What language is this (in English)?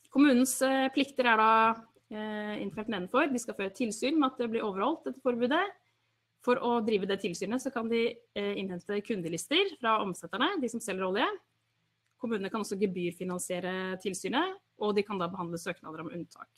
Norwegian